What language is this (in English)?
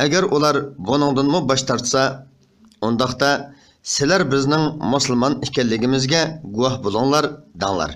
Uyghur